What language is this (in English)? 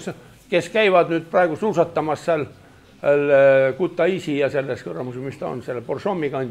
Estonian